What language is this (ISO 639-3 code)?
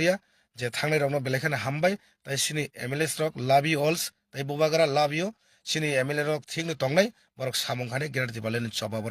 trp